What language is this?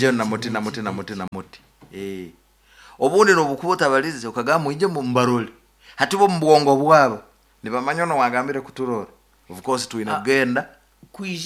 Nyankole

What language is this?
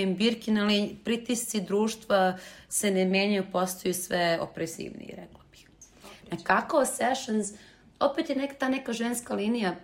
Serbian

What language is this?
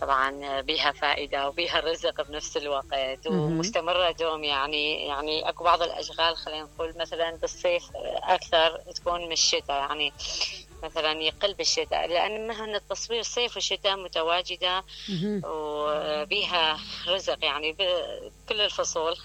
Mesopotamian Arabic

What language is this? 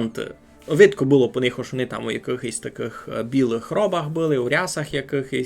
Rusyn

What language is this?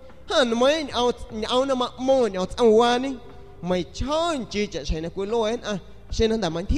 San Pedro Amuzgos Amuzgo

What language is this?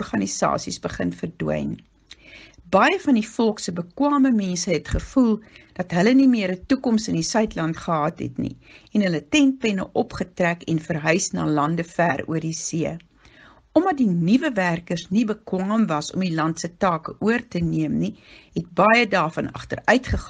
Afrikaans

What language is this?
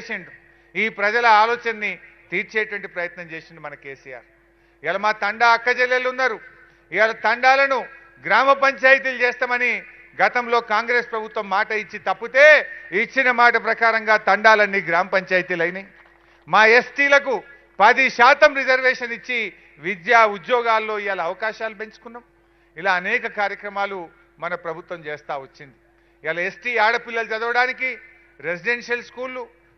Telugu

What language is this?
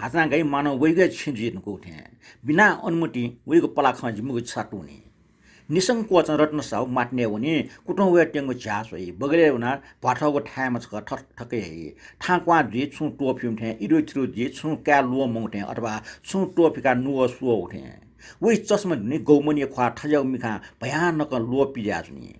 Newari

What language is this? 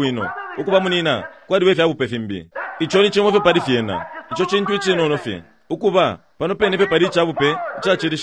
Bemba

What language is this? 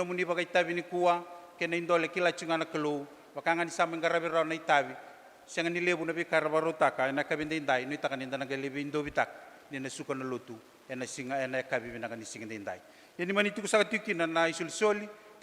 Fijian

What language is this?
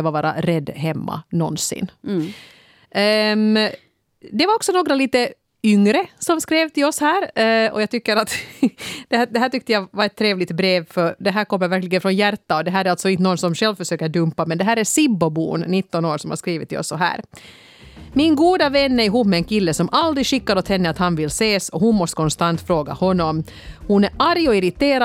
Swedish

